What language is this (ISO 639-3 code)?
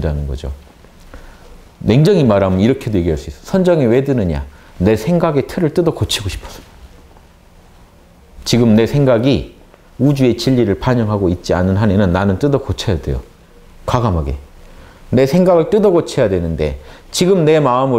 kor